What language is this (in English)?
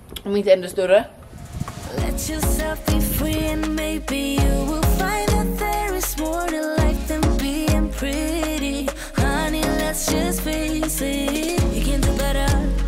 Swedish